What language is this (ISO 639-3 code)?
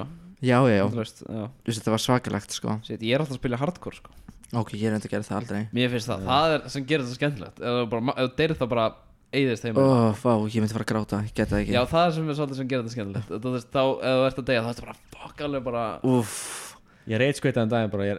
isl